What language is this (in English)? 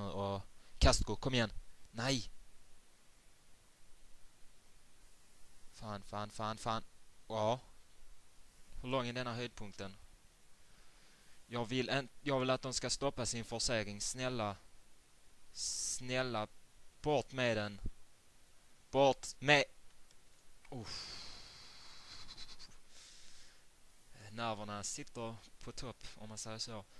Swedish